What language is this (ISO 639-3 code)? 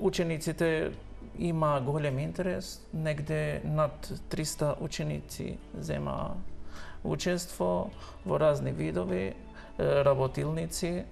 mkd